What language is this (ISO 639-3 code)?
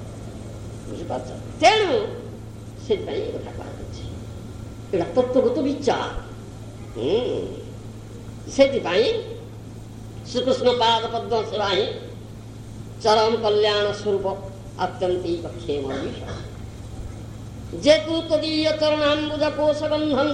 ori